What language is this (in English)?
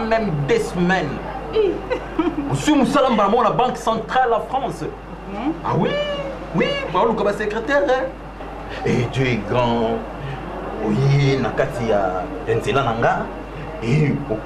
Lingala